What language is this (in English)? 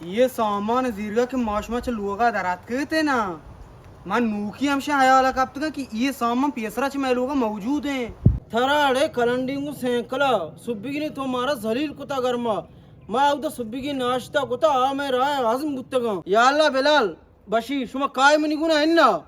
Baluchi